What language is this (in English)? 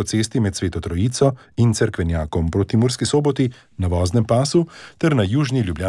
Slovenian